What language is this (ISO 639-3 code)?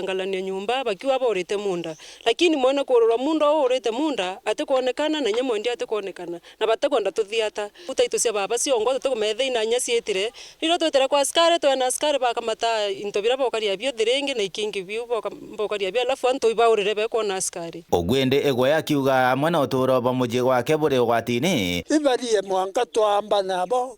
mer